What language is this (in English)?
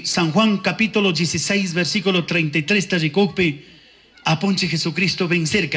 Chimborazo Highland Quichua